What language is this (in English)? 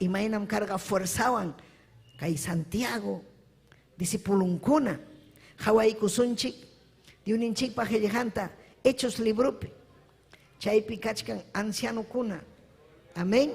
Ayacucho Quechua